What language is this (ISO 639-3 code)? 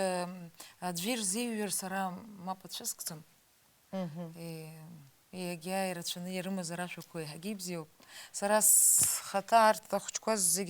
abk